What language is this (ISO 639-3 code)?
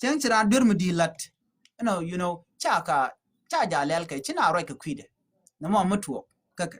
nus